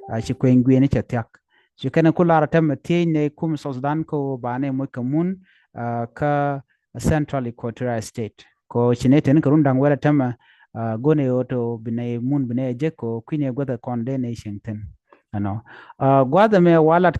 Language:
Nuer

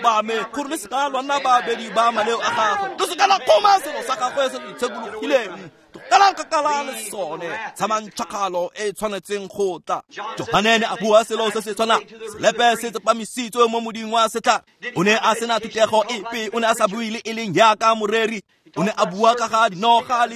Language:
Tswana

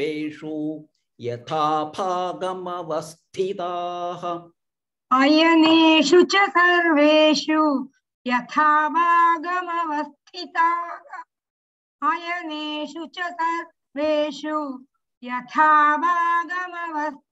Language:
Sanskrit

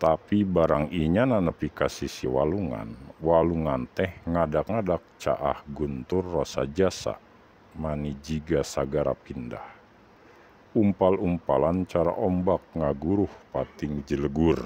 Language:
Sundanese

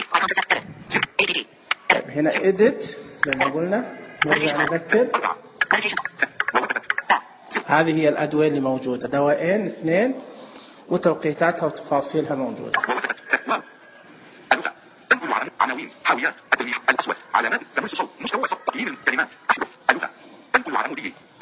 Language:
Najdi Arabic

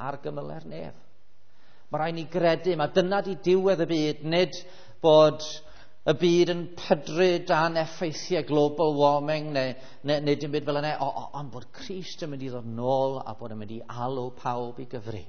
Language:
Welsh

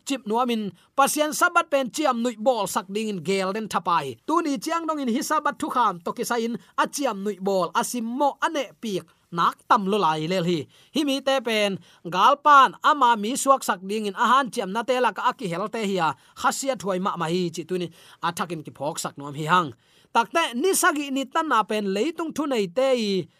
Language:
Tedim Chin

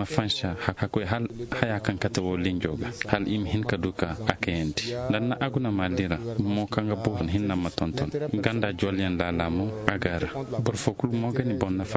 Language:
Koyraboro Senni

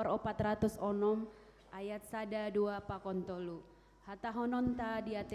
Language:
Batak Simalungun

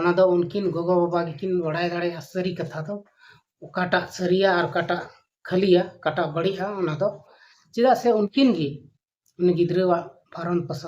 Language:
Santali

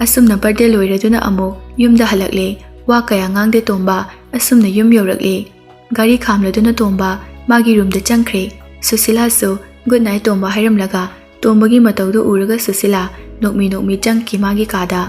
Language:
Manipuri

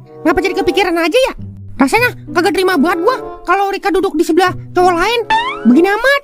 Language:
Betawi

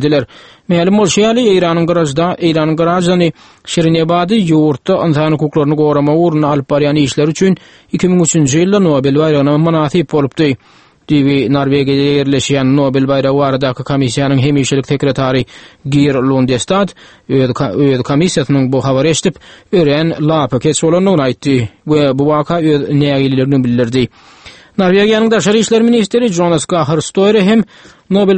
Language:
Turkmen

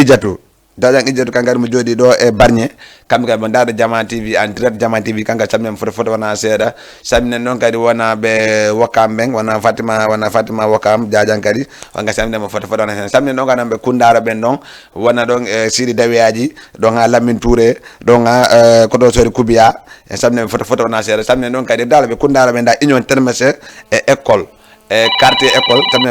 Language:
Fula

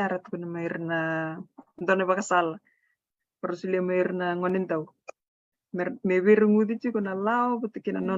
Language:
Fijian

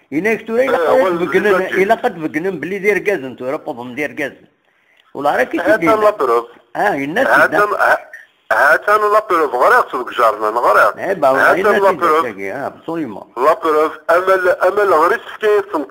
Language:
Kabyle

